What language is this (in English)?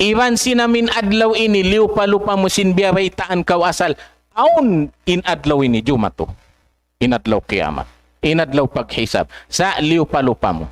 Tausug